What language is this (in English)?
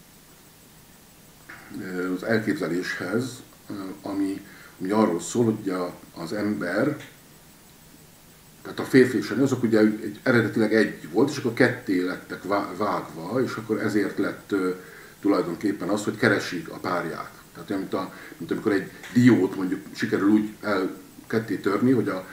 Hungarian